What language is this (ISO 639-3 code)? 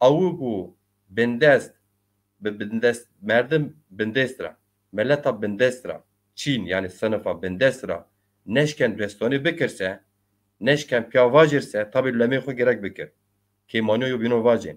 zza